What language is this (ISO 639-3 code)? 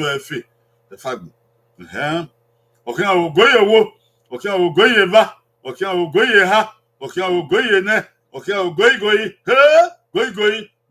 bin